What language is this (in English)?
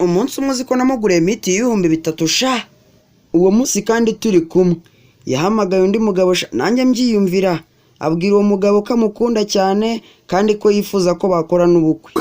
Kinyarwanda